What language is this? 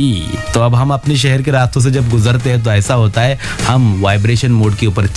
Hindi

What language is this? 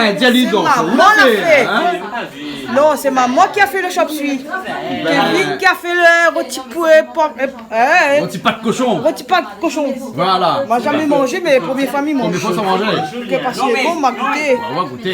Réunion Creole French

